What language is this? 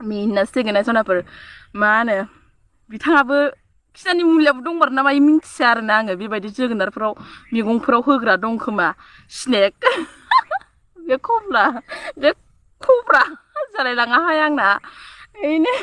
Bodo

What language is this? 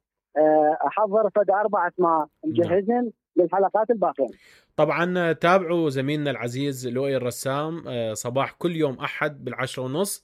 Mesopotamian Arabic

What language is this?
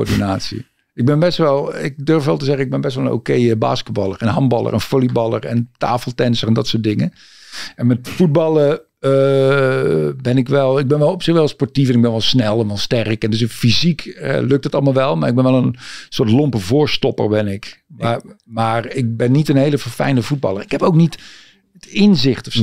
Dutch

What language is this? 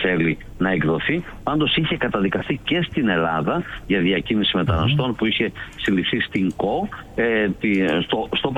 Greek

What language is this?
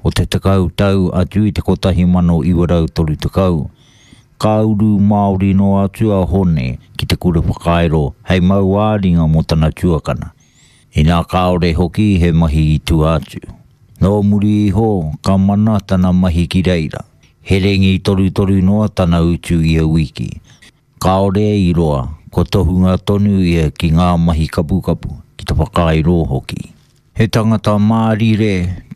Māori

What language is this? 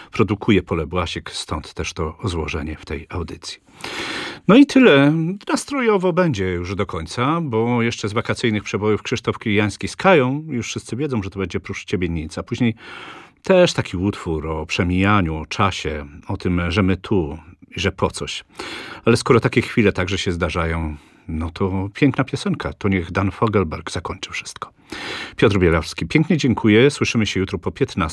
Polish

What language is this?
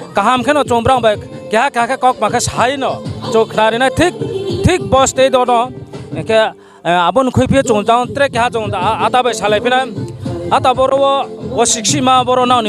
Riang (India)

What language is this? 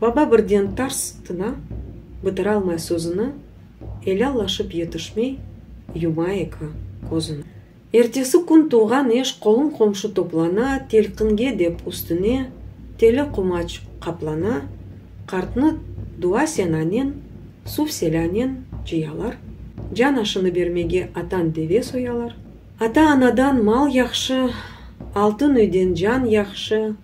Crimean Tatar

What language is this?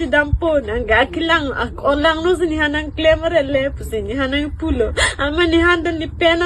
Karbi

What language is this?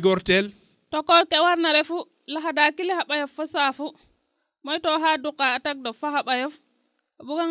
Serer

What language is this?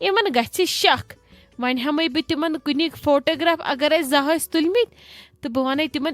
Kashmiri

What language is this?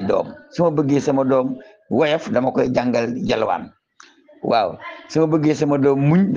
Wolof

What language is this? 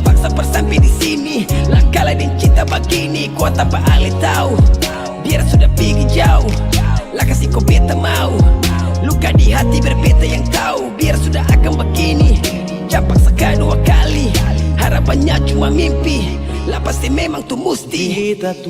Ambonese Malay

